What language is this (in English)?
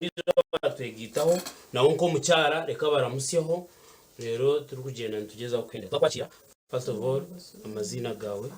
Nyankole